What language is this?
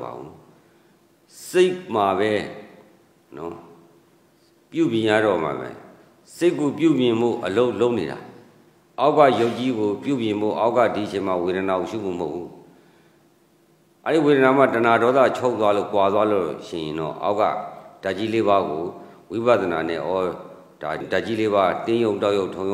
Burmese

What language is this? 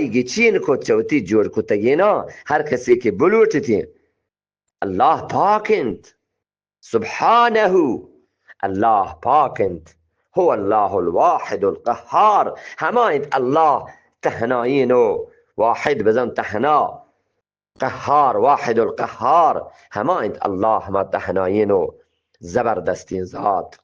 Eastern Balochi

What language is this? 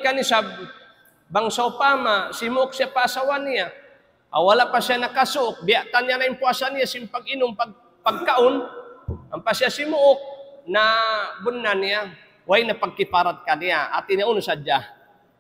Tausug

